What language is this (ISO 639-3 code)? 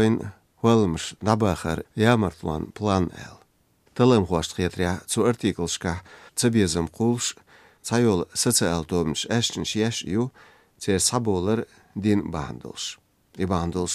che